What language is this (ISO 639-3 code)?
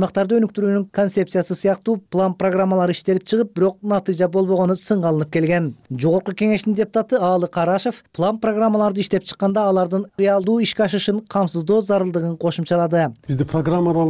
kir